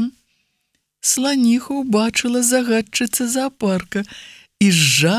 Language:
Belarusian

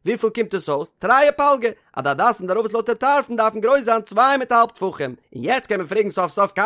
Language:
Yiddish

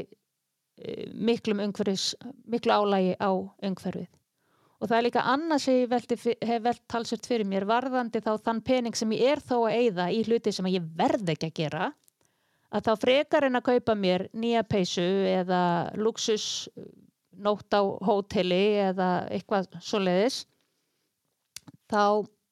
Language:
Icelandic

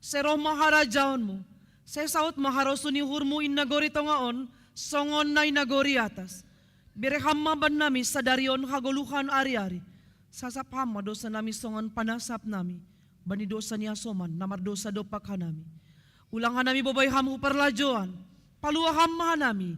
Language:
Batak Simalungun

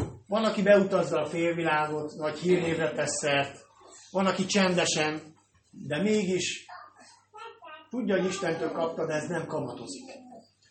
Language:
Hungarian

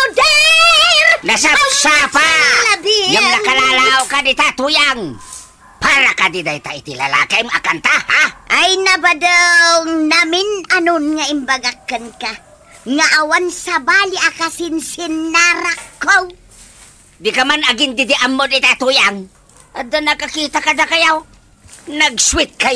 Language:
Iloko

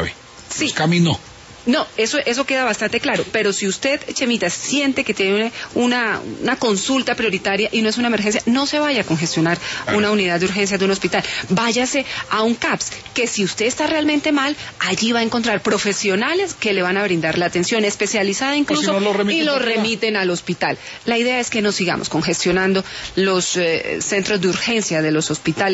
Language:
Spanish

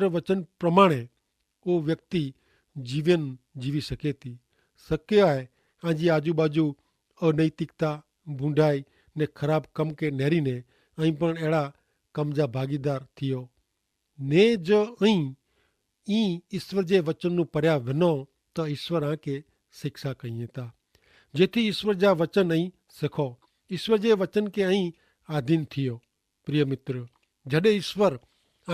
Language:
Kachhi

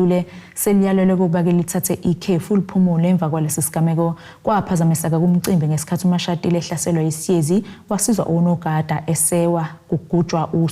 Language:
Zulu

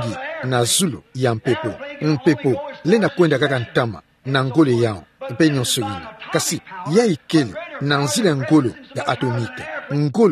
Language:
Kituba (Democratic Republic of Congo)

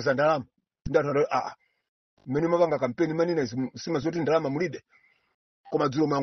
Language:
Nyanja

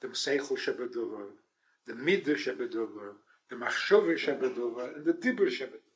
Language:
Yiddish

